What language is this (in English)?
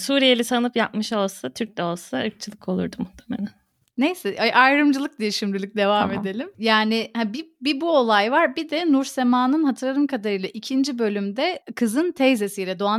Turkish